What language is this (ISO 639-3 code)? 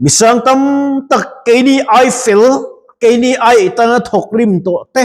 lus